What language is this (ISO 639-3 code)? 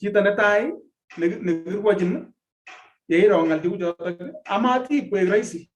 kln